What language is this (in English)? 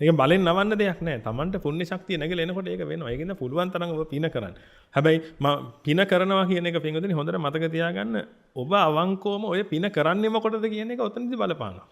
Sinhala